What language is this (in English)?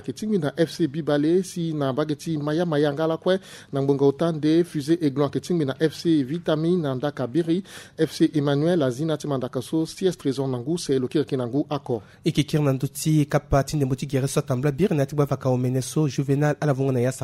Sango